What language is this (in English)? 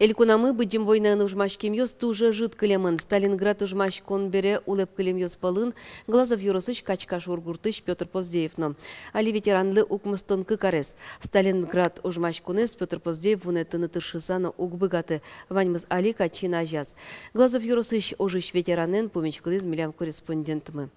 Udmurt